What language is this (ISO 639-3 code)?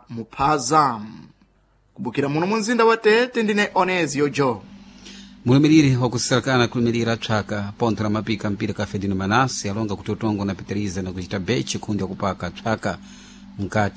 seh